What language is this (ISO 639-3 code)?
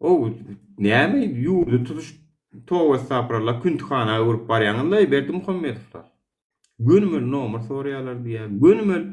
tuk